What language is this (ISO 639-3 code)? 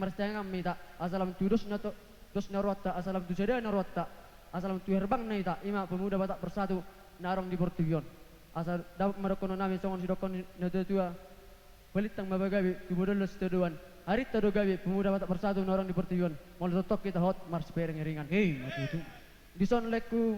bbc